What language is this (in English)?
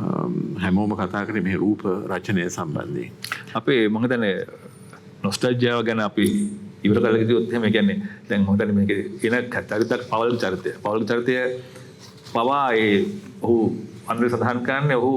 Sinhala